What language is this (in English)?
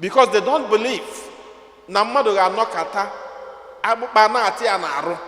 Igbo